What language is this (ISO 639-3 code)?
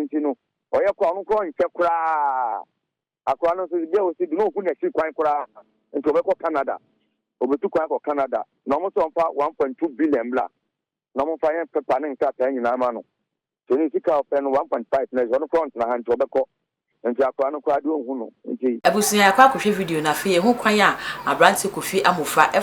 aka